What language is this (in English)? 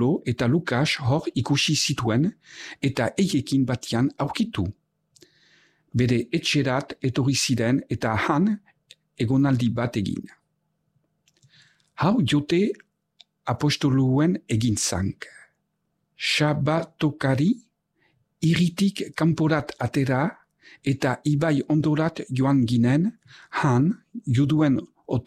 Basque